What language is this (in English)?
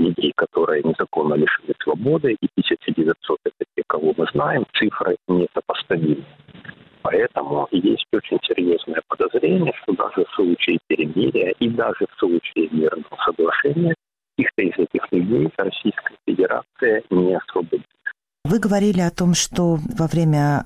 Russian